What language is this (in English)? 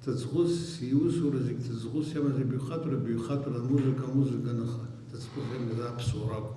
Abkhazian